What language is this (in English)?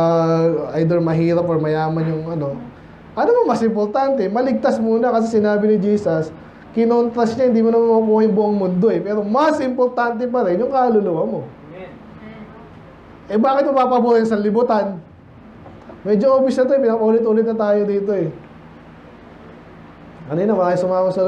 Filipino